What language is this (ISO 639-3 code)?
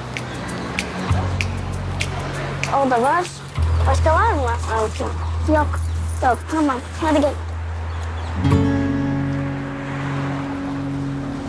tur